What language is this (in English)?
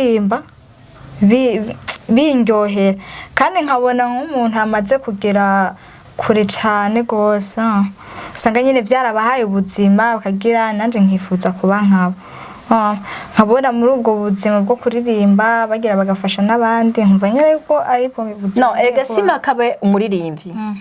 Rundi